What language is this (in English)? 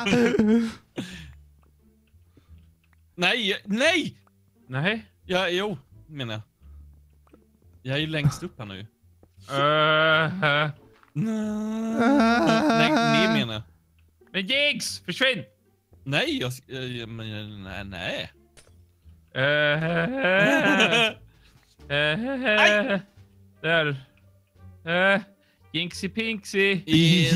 Swedish